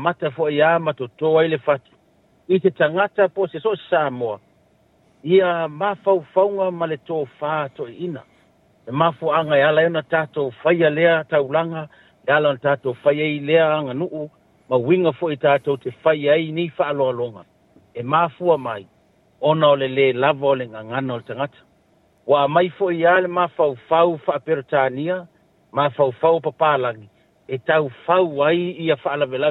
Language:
Samoan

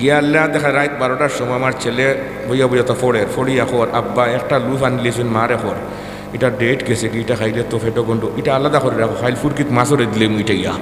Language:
Sylheti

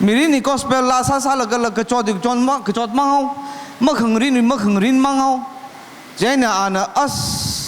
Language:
Tangkhul Naga (India)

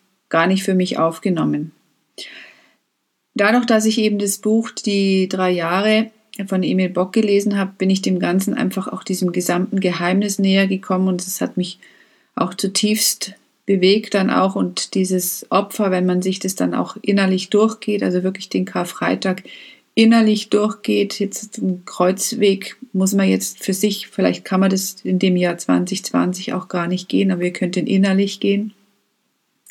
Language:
German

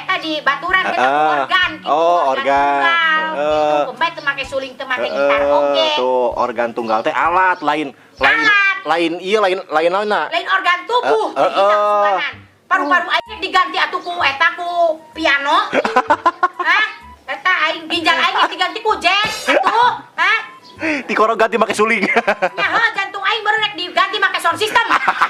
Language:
Sundanese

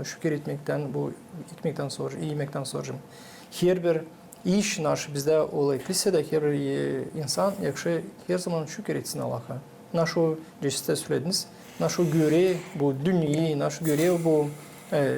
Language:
Gagauz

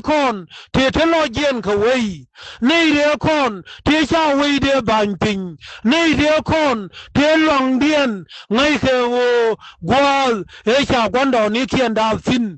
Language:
Nuer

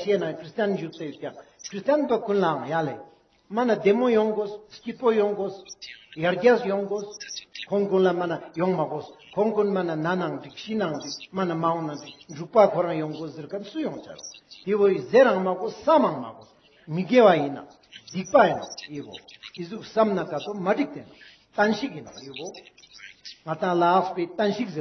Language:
Ladakhi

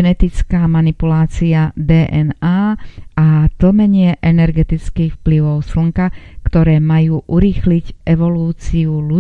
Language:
Slovak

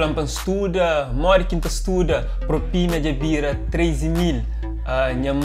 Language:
Kabuverdianu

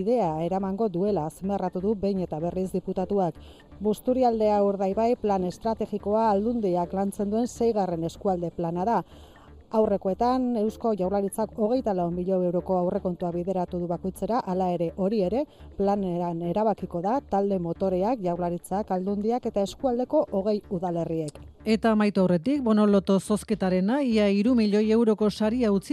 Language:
Basque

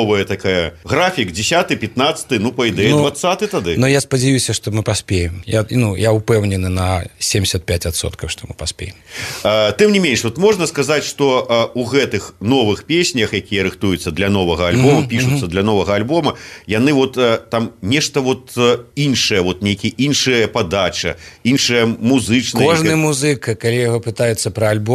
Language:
Belarusian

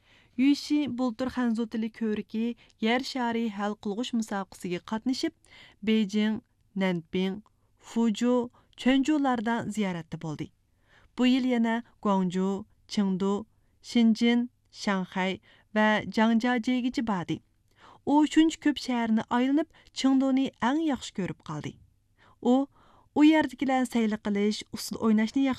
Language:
Uyghur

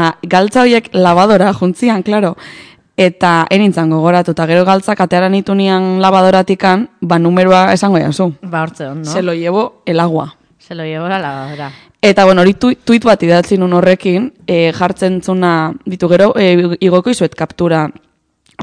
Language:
Basque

